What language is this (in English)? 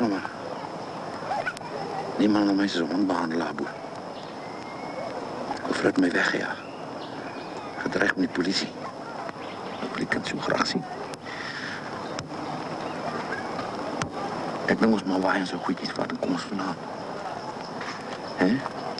Afrikaans